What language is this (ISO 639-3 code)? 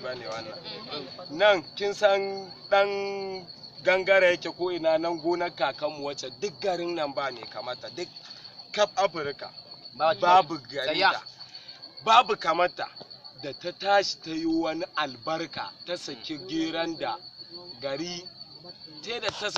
hau